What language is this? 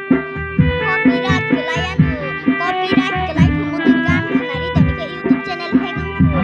Kok Borok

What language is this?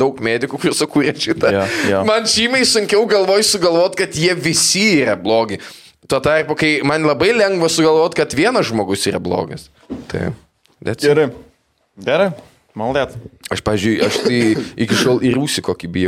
Lithuanian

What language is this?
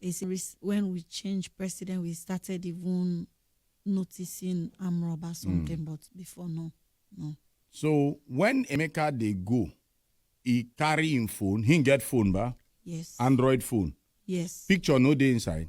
Nigerian Pidgin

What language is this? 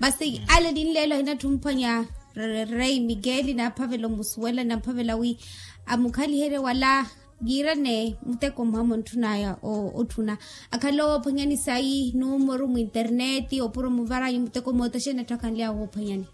Makhuwa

